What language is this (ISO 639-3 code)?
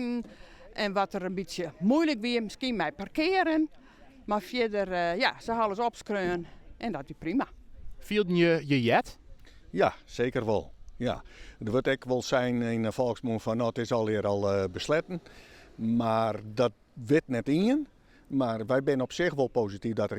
fry